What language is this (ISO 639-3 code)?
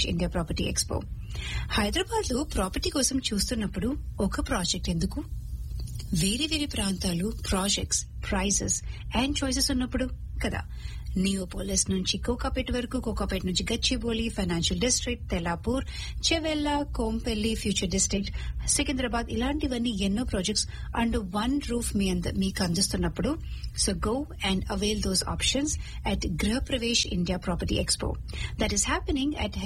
tel